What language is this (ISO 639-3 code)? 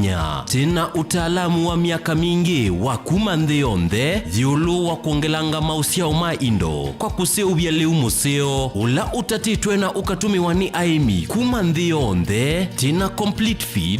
kam